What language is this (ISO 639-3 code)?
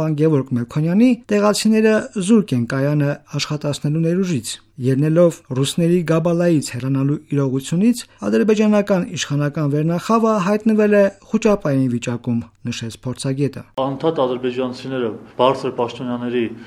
hye